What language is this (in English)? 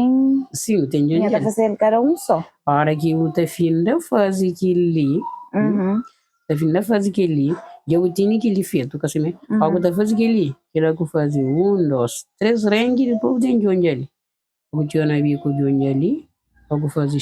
Kabuverdianu